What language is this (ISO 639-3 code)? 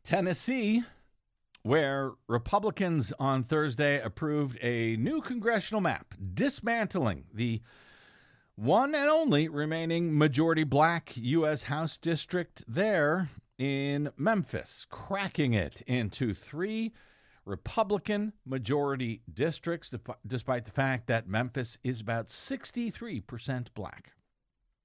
eng